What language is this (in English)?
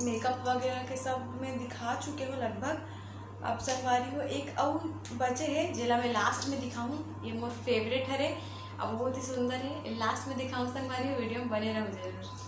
Chhattisgarhi